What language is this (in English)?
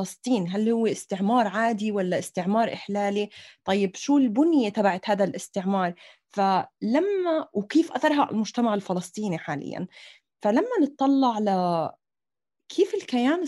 North Levantine Arabic